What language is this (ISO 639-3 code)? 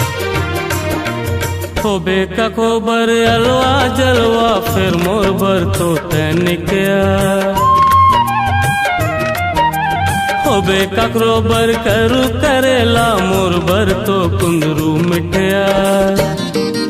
hne